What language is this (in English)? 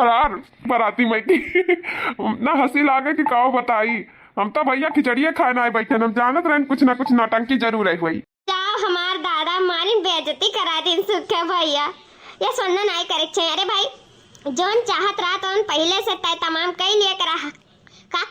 Awadhi